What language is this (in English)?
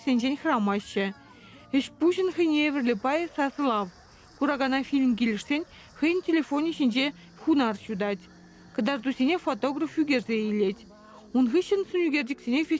Chuvash